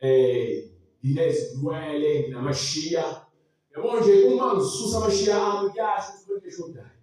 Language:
Zulu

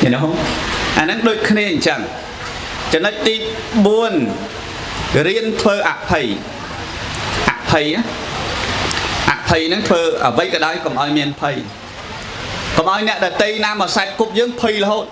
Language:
Khmer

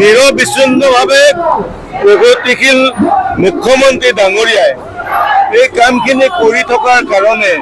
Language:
Assamese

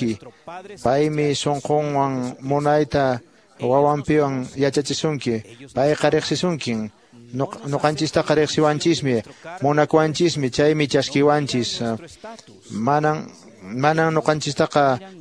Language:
Quechua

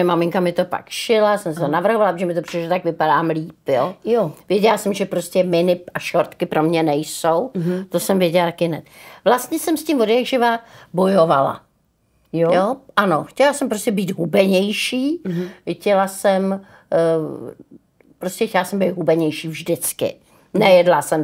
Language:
Czech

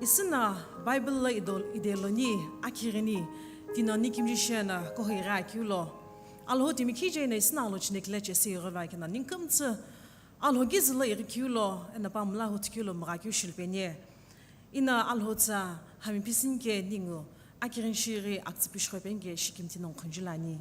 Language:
Sumi Naga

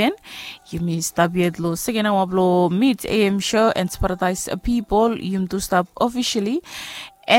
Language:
Bislama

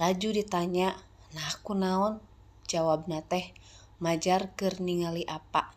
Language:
Sundanese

